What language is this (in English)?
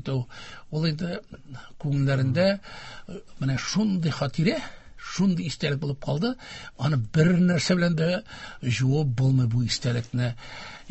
Tatar